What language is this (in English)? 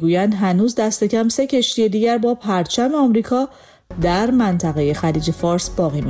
Persian